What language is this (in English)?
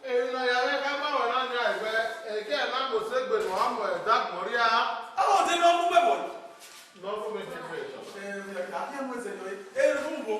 Bini